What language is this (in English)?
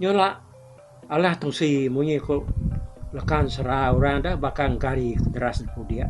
Iban